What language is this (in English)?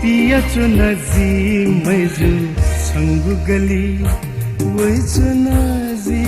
Newari